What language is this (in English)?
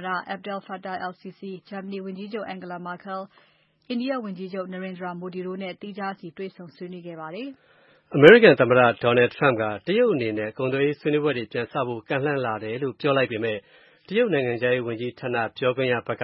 Burmese